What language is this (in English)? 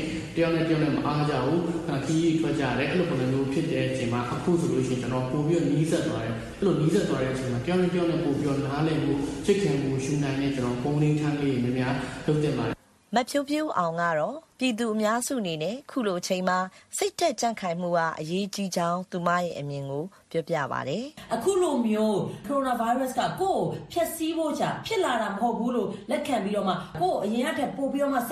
Burmese